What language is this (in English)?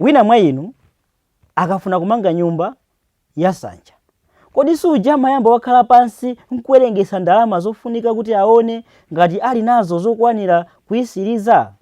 Nyanja